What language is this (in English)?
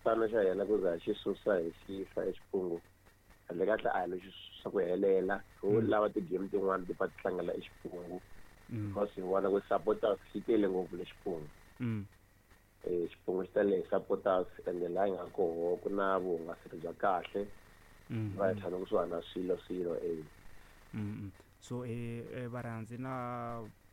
Tsonga